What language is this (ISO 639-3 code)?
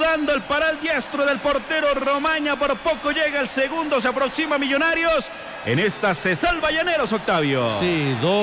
spa